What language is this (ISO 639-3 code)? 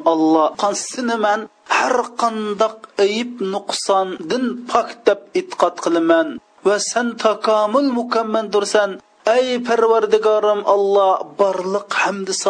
uig